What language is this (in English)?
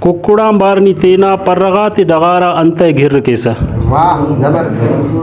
Brahui